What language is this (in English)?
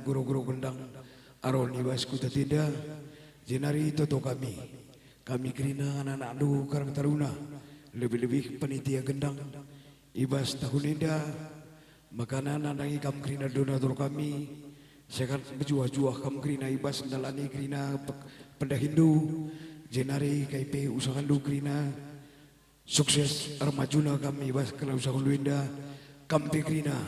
Batak Karo